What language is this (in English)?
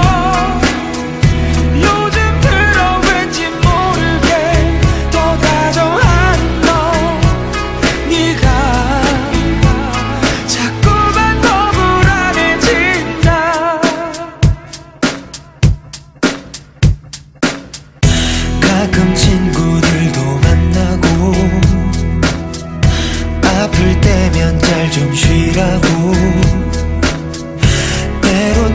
Korean